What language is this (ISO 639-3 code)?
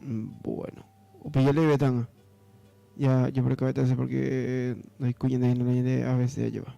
grn